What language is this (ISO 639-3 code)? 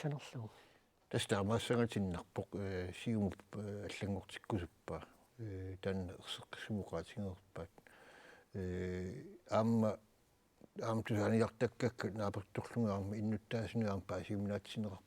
kal